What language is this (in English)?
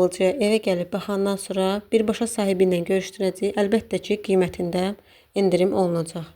Azerbaijani